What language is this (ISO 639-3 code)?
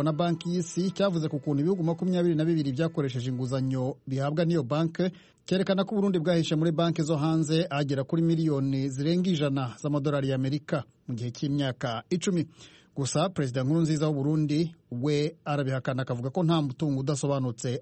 kin